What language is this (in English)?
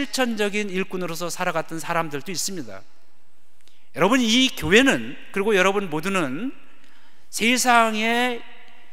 Korean